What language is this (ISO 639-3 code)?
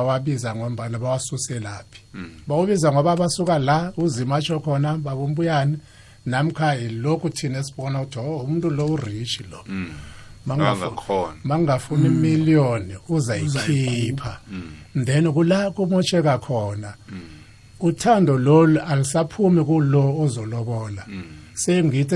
nbl